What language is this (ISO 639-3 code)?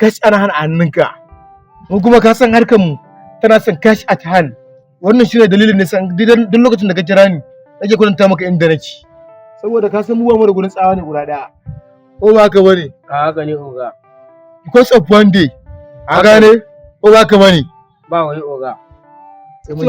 hau